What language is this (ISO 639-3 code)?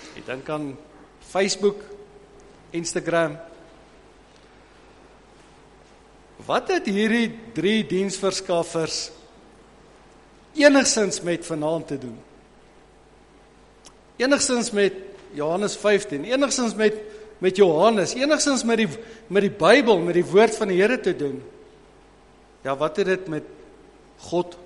afr